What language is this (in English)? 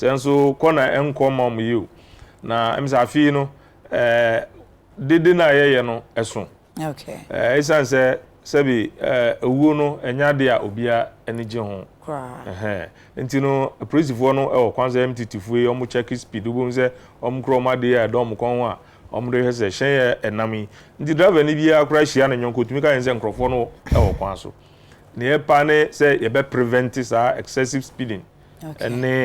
Akan